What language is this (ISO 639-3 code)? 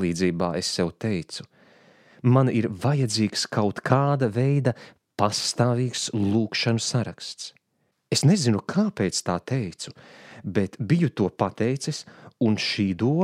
lav